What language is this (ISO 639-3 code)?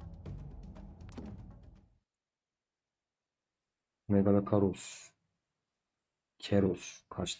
tur